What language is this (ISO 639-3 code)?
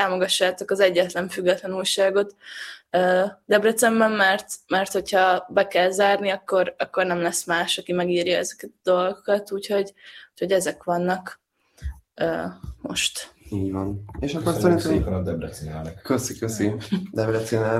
hun